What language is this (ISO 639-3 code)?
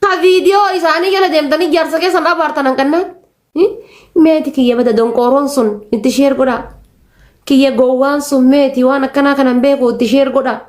orm